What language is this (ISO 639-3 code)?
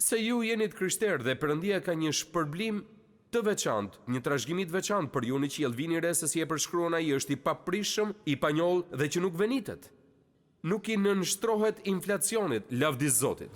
sqi